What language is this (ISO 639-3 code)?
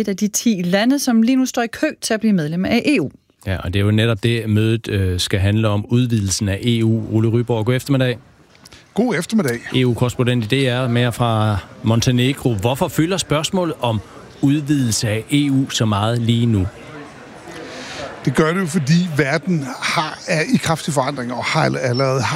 dan